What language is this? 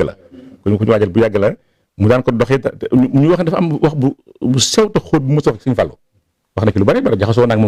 Wolof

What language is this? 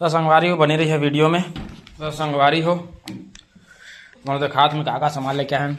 Chhattisgarhi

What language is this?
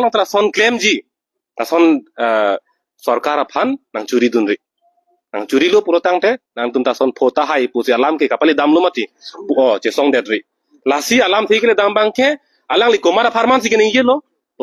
Karbi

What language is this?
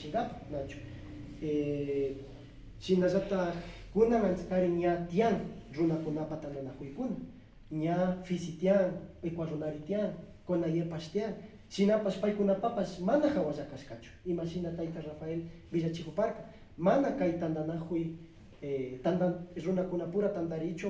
Imbabura Highland Quichua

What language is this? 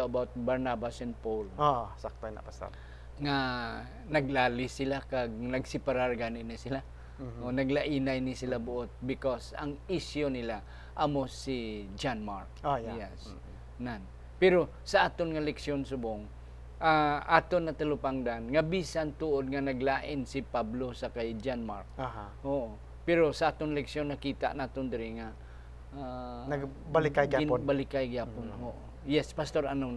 Hiligaynon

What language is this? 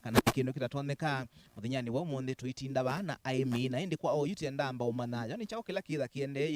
Kamba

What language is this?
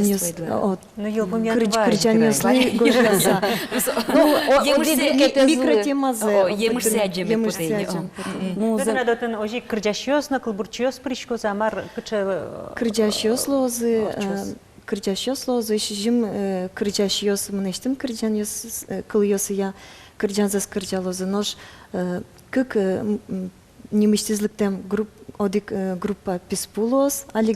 Udmurt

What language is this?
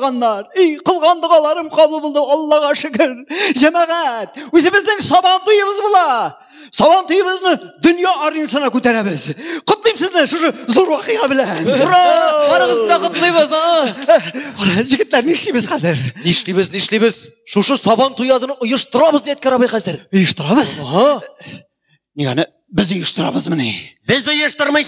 Tatar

